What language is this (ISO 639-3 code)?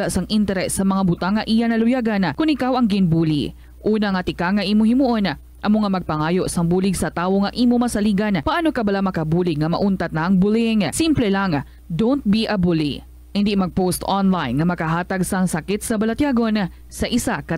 hil